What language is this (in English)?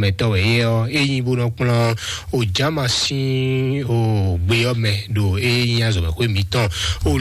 Fon